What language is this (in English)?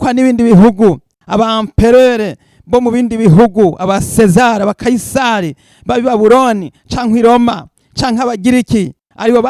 Rundi